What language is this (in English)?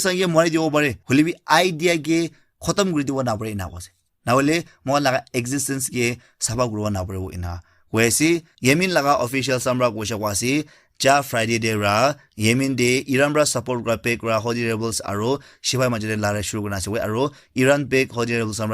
Naga Pidgin